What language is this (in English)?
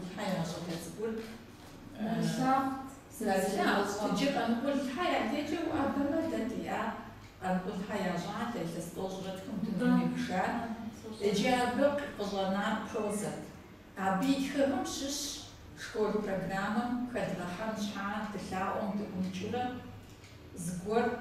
Kabardian